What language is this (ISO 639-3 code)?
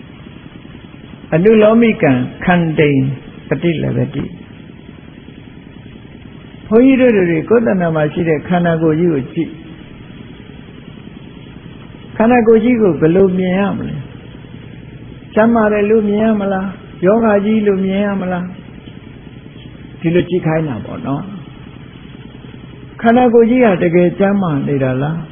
mya